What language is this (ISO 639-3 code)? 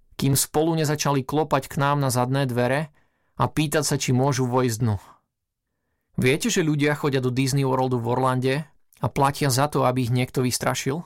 slk